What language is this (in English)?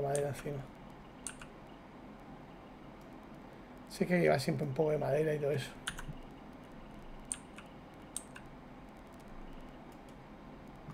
Spanish